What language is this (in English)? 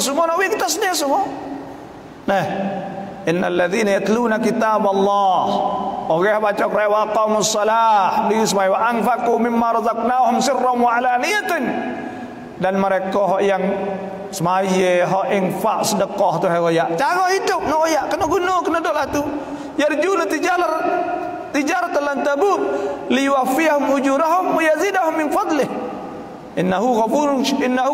Malay